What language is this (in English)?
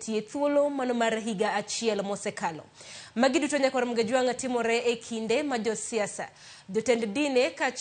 Luo (Kenya and Tanzania)